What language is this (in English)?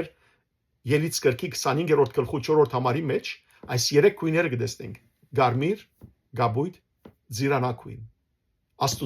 Western Armenian